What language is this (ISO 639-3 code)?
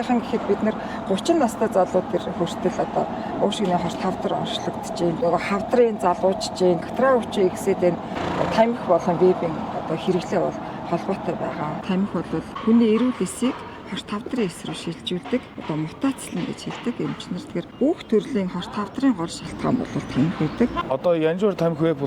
mon